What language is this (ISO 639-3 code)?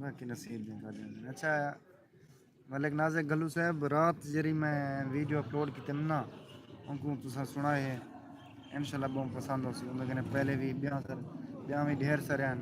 skr